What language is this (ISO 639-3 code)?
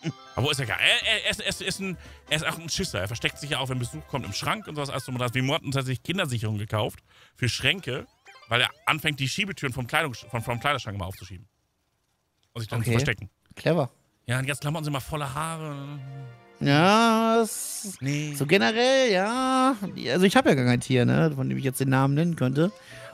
deu